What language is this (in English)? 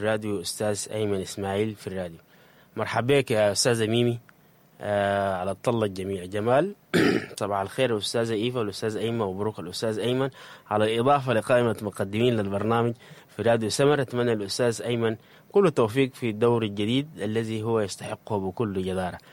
Sudanese Arabic